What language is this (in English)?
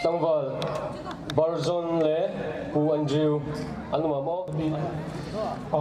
Hmar